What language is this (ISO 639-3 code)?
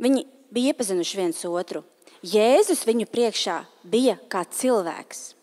lav